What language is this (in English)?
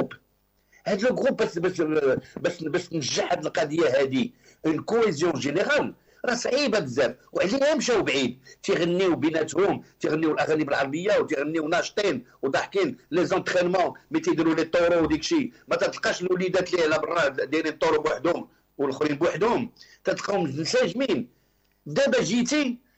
Moroccan Arabic